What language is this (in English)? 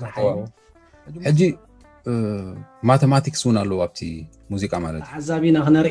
Tigrinya